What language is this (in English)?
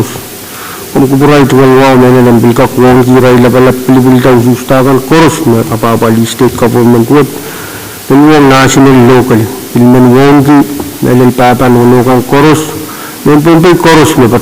Pohnpeian